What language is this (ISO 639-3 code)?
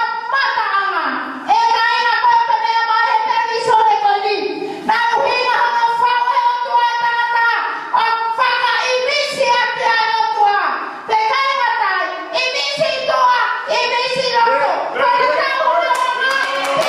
ton